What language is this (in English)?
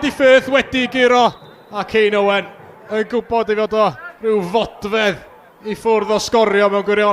Welsh